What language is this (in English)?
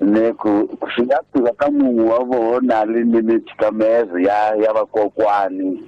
Tsonga